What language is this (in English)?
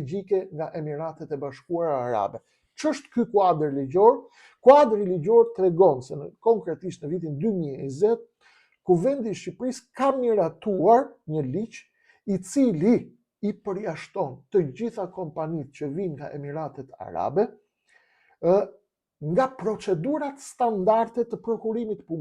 Albanian